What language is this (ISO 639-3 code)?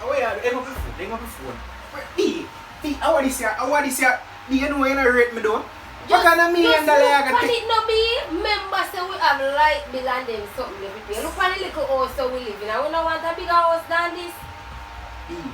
jam